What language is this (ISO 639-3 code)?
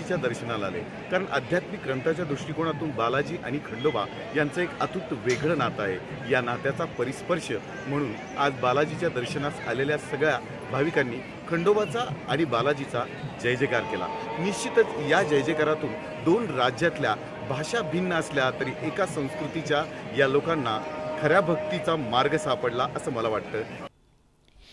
mar